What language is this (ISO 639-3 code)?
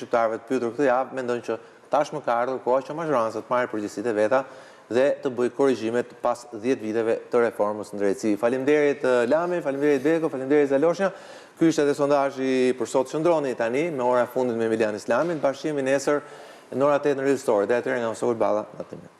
sqi